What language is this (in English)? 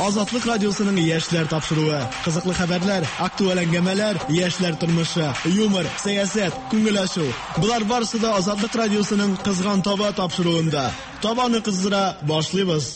Tatar